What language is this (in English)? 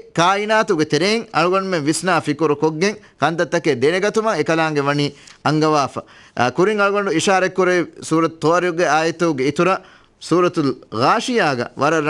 Divehi